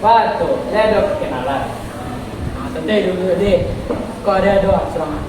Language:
Minangkabau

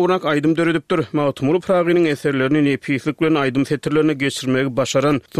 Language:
Turkmen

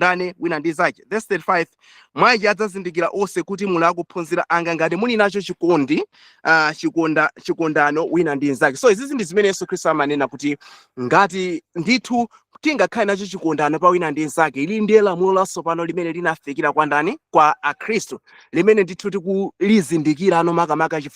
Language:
Nyanja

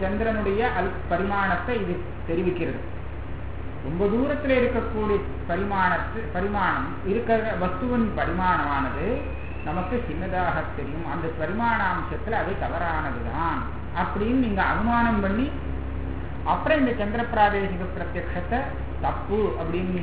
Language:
Tamil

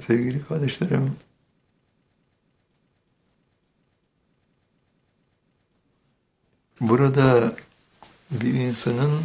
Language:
Turkish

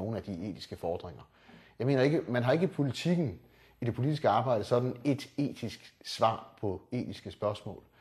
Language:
Danish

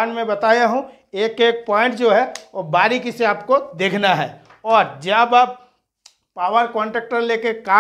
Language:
Hindi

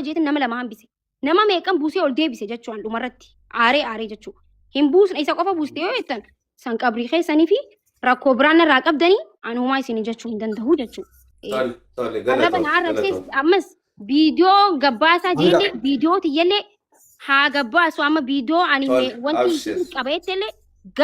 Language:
Oromo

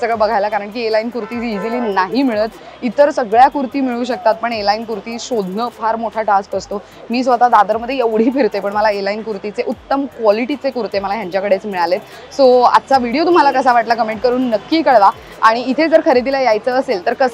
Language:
Marathi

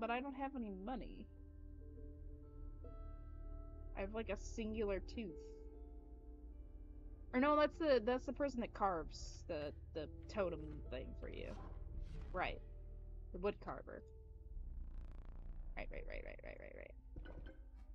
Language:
English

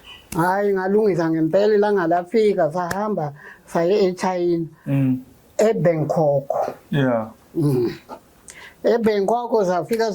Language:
Zulu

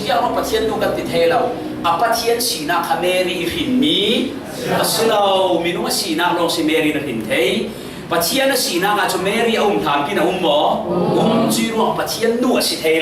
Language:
Falam Chin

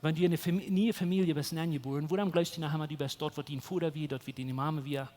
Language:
Plautdietsch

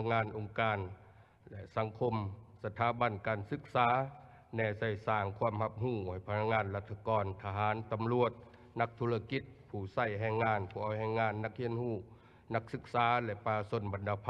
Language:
Lao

